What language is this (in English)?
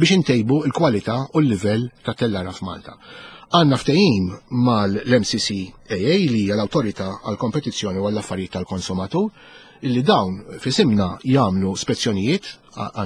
Maltese